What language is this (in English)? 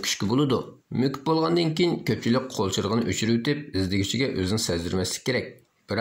Uyghur